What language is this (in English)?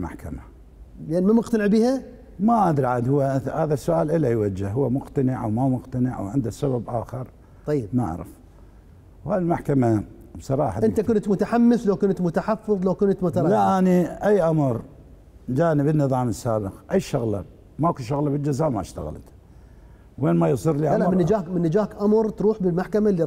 Mesopotamian Arabic